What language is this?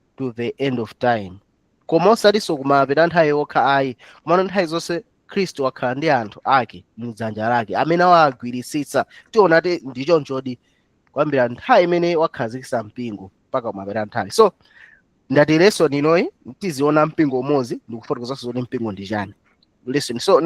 Nyanja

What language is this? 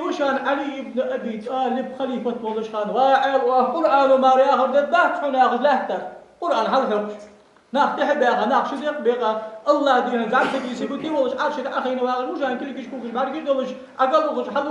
Ingush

